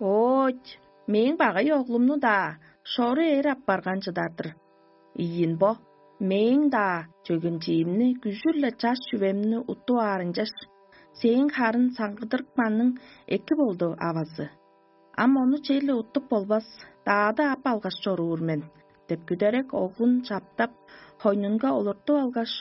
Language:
Tuvinian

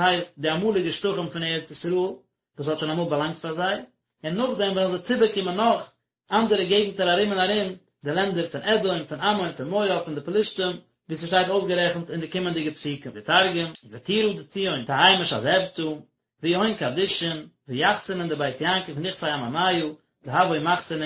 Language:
Yiddish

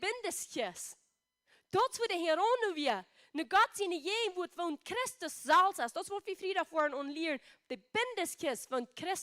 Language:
Plautdietsch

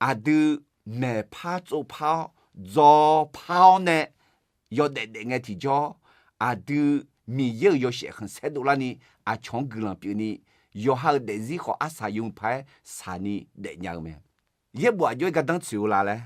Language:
Akha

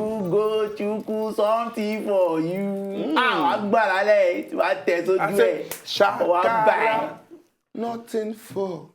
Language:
Nigerian Pidgin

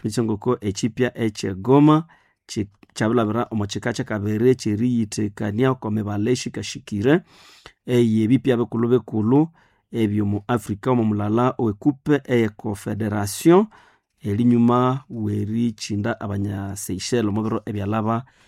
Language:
Nande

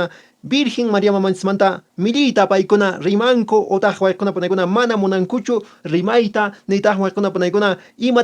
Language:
Quechua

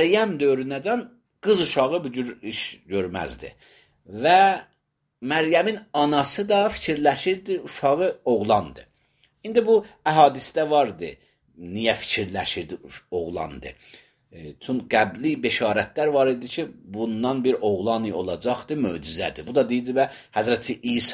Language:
Azerbaijani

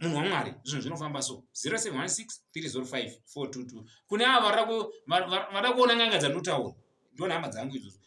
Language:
Shona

